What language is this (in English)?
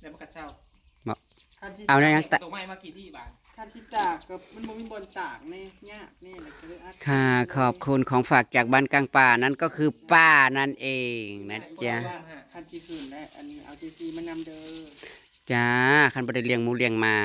Northeastern Thai